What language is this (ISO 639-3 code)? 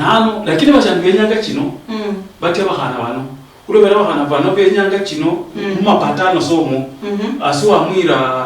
luy